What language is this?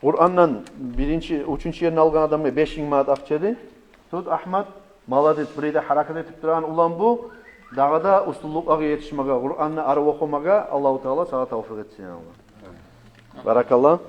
Kumyk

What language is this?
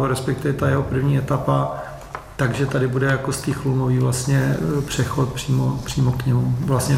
Czech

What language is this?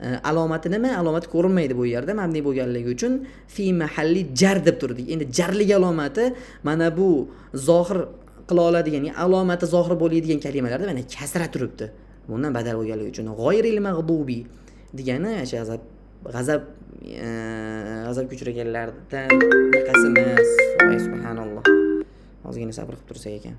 Uzbek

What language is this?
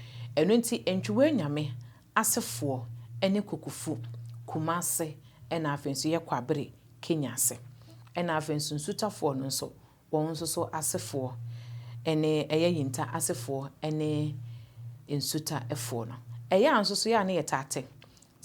Akan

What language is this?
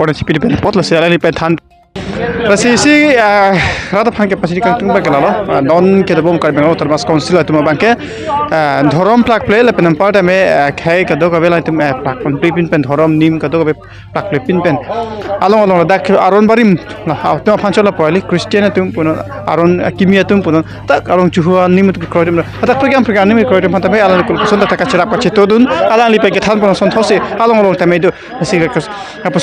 Karbi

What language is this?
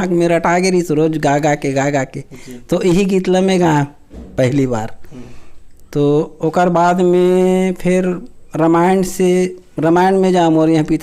Chhattisgarhi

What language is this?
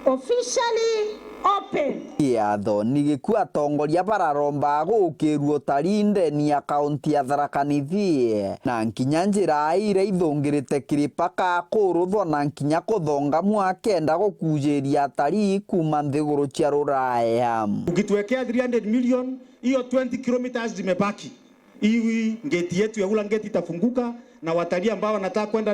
Meru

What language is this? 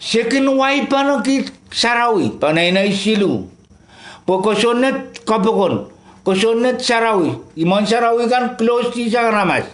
Pohnpeian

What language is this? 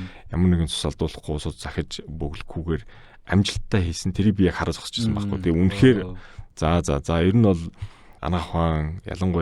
Mongolian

